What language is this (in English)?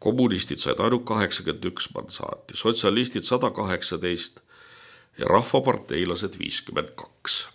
Estonian